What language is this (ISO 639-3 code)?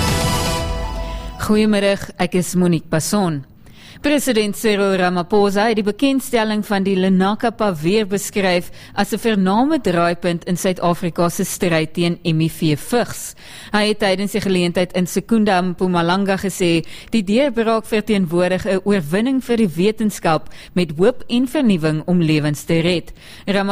afr